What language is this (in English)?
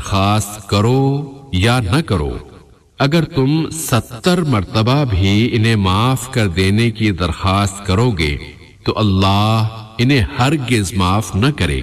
Urdu